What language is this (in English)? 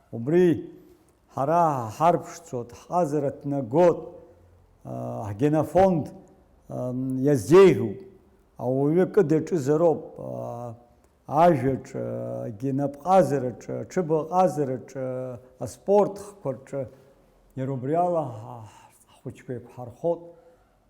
Abkhazian